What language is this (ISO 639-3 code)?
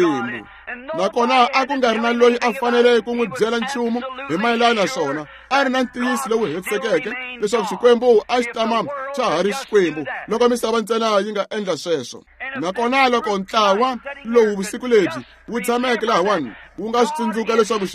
tso